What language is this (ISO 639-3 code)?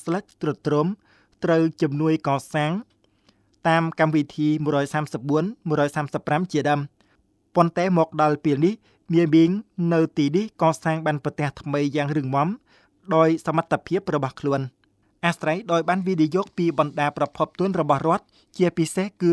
khm